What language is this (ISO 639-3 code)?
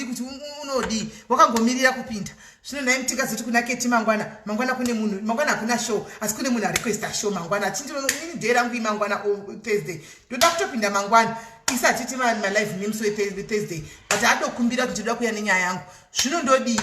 sna